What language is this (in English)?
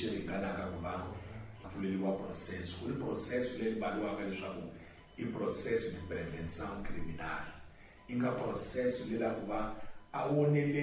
Tsonga